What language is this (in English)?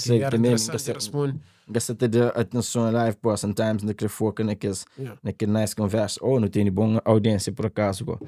Kabuverdianu